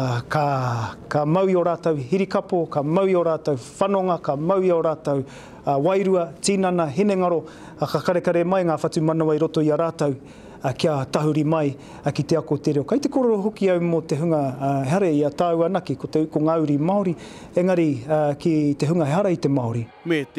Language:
Māori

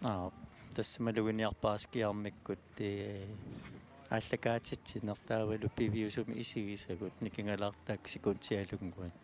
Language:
Kalaallisut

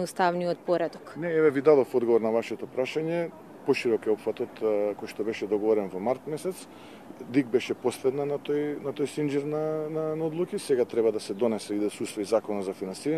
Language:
Macedonian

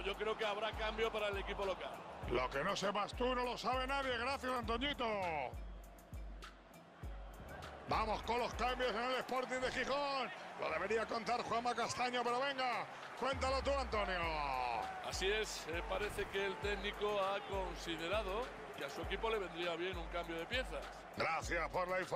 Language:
Spanish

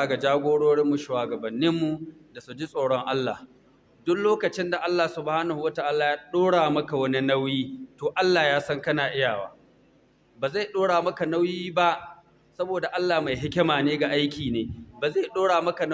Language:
Hausa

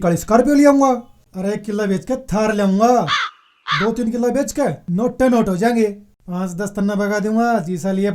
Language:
Haryanvi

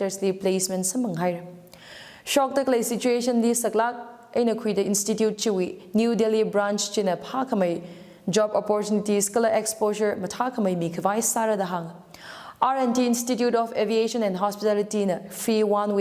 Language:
Tangkhul Naga (India)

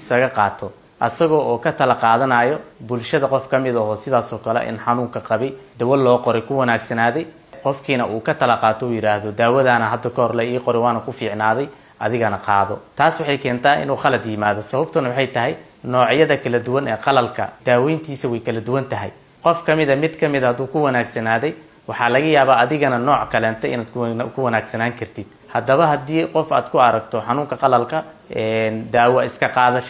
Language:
Somali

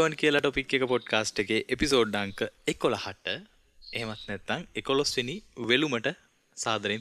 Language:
Sinhala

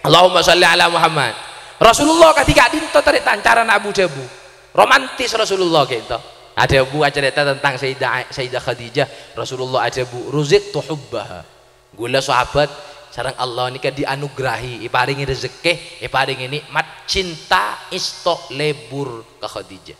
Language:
Madurese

